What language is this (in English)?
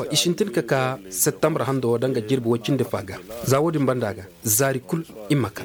Koyraboro Senni